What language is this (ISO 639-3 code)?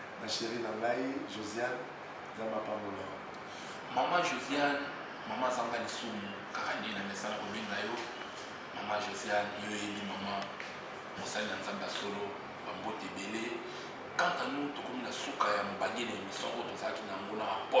lin